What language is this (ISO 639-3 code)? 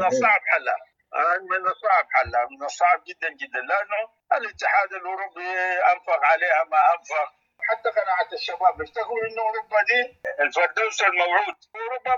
apd